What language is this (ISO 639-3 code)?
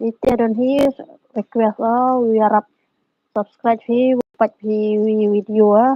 kha